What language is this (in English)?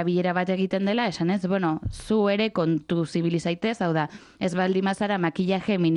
Basque